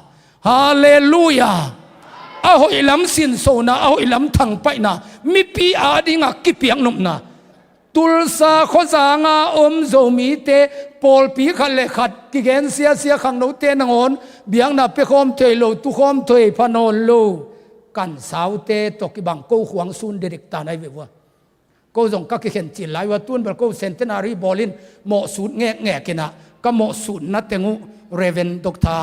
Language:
Tedim Chin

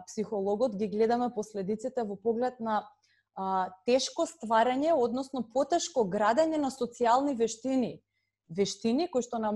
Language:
Macedonian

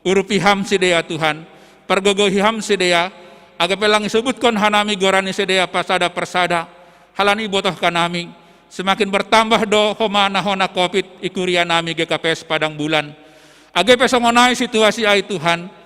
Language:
Batak Simalungun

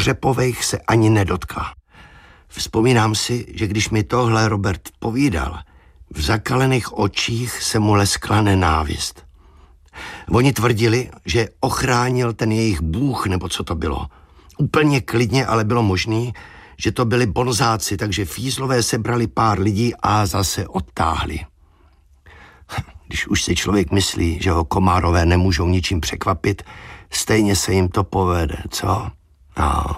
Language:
Czech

